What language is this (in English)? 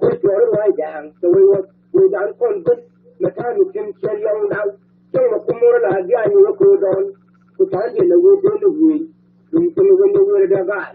Nuer